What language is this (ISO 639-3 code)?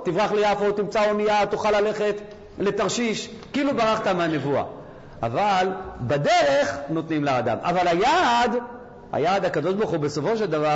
heb